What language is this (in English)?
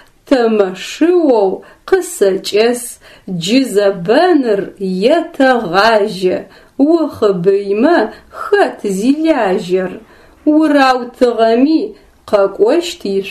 Adyghe